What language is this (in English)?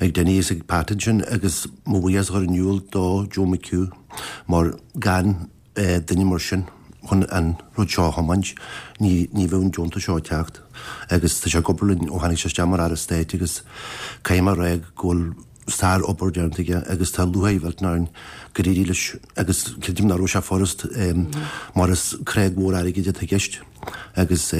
Irish